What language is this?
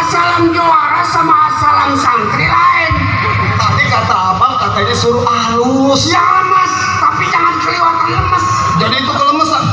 Betawi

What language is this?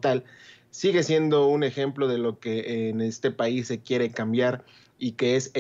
Spanish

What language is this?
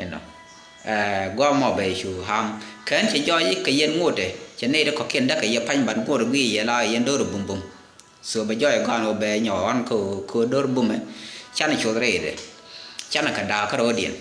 Nuer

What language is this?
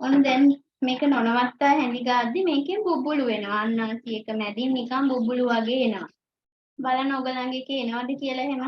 Sinhala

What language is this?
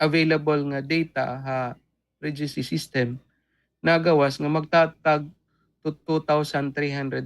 Waray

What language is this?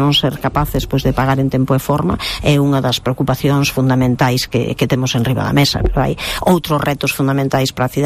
Galician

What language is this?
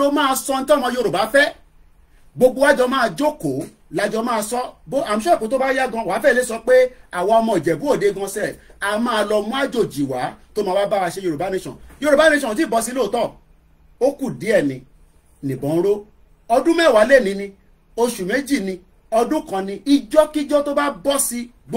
Yoruba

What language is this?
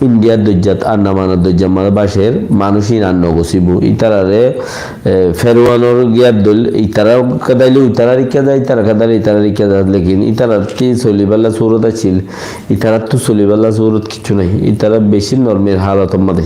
Rohingya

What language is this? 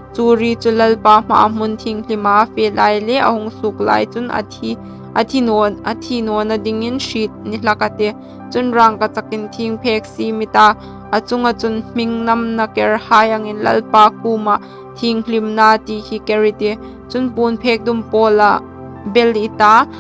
Hmar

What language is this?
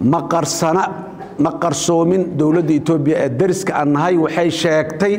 Somali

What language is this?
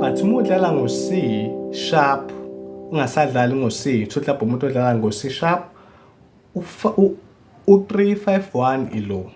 Zulu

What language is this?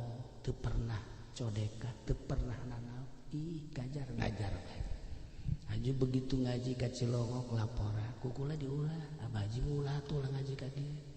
Sundanese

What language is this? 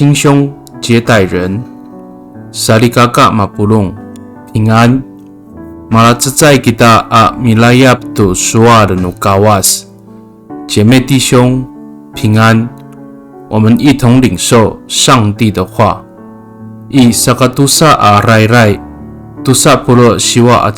Amis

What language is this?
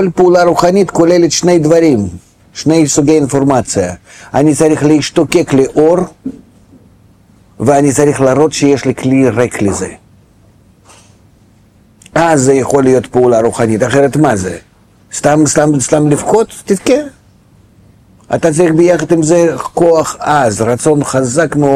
Hebrew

